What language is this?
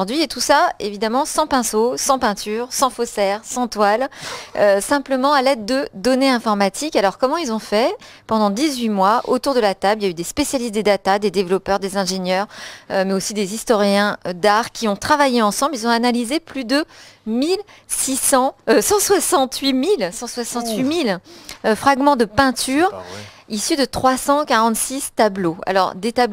French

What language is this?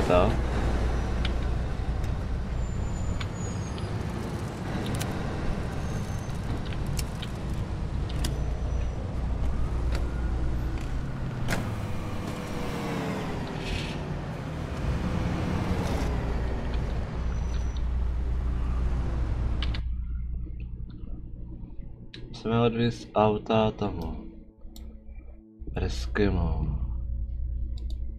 Czech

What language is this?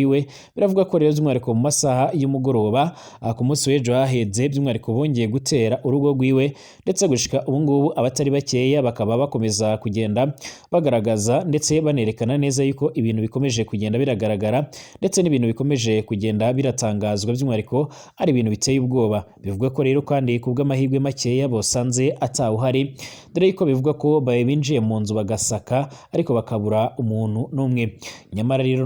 Rundi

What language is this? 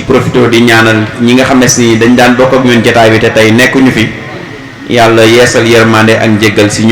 Wolof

